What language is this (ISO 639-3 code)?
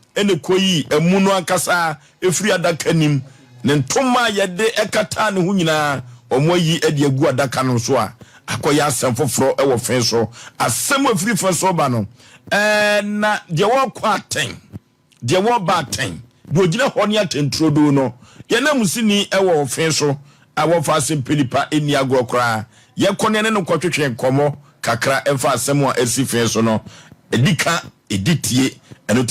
aka